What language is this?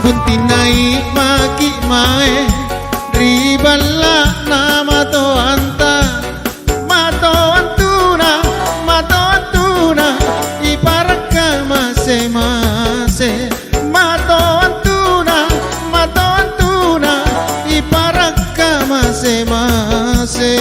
Makasar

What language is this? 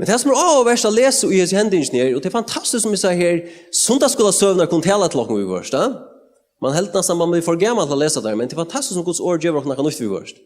Faroese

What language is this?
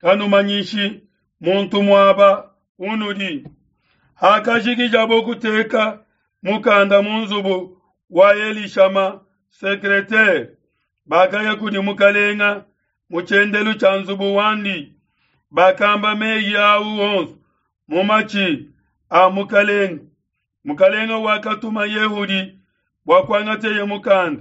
Luba-Lulua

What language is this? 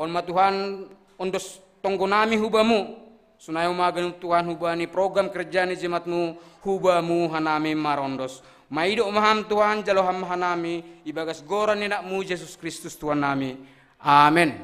Batak Simalungun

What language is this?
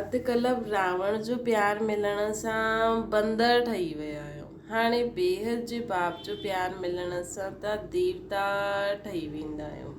Sindhi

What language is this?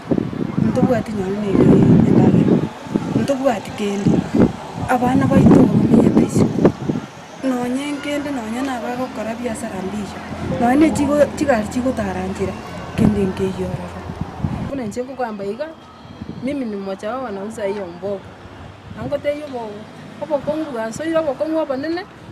Gusii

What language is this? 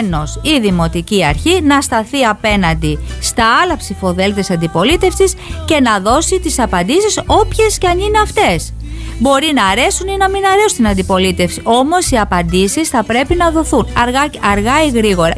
Greek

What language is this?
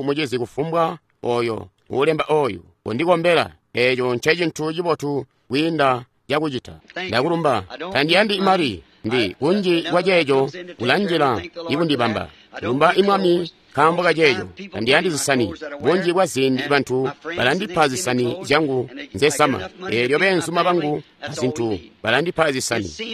Tonga (Zambia)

